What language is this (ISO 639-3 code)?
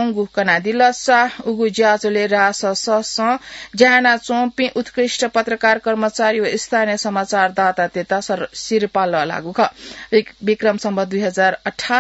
new